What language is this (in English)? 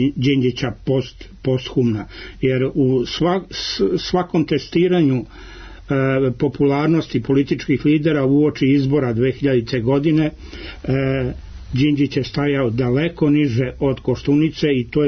Serbian